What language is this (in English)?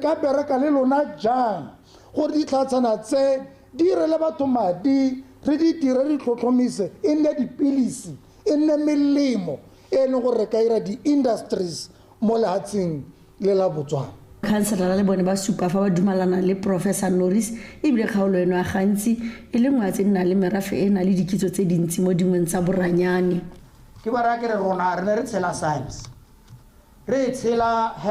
Tswana